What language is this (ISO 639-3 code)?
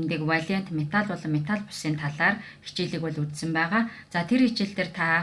mon